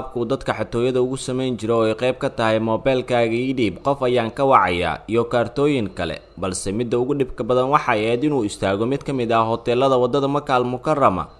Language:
Somali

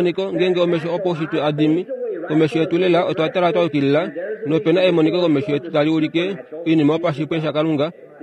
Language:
Kuanyama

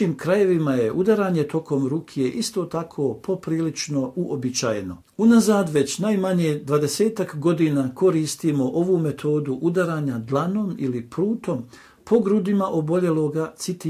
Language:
Bosnian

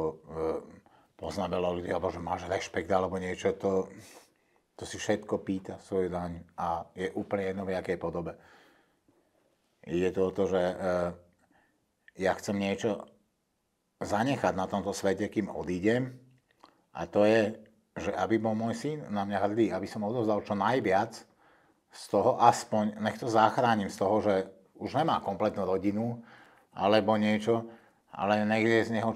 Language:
Slovak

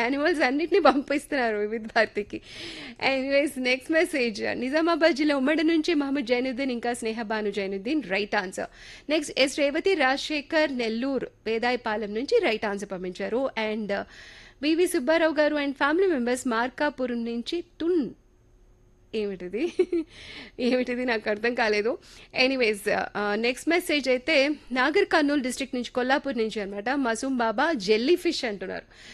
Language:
Telugu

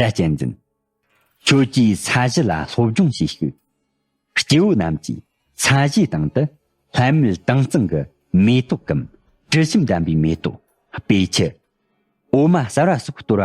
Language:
Tibetan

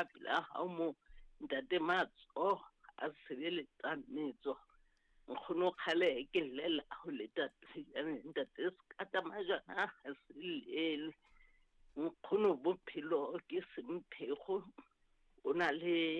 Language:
Southern Sotho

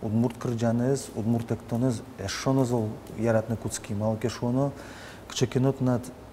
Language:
Udmurt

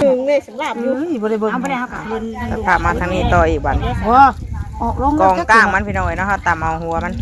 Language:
Northeastern Thai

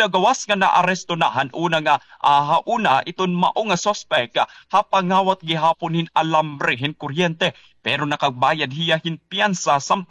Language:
Waray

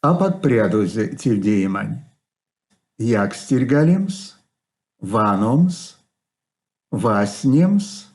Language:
Erzya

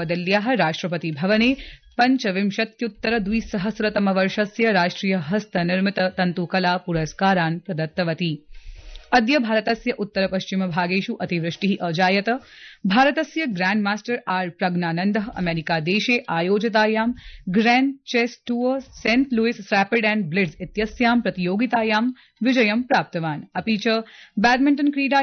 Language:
Sanskrit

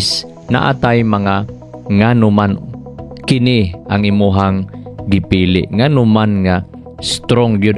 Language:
Cebuano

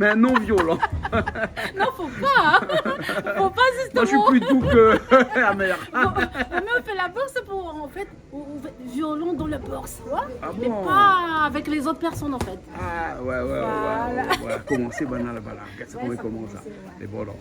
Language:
Réunion Creole French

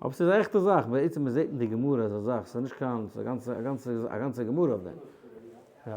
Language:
Yiddish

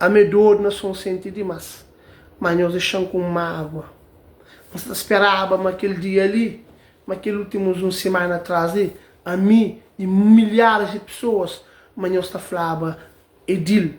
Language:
Kabuverdianu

